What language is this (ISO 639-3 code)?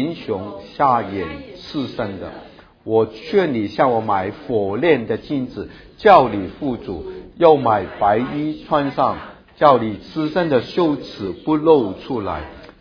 zho